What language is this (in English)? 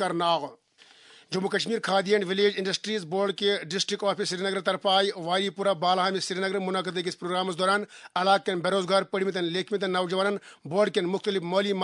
Kashmiri